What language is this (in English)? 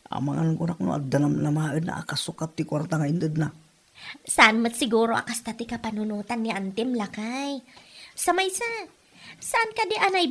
Iloko